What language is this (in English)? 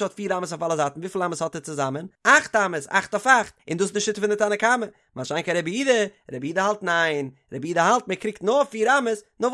Yiddish